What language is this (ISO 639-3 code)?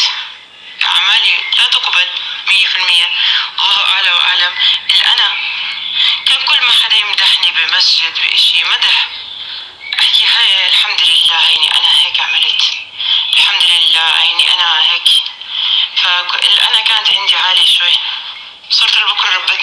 apc